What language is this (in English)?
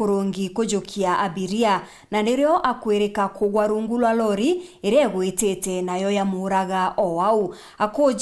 Meru